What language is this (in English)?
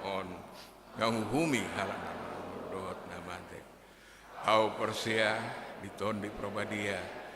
Batak Toba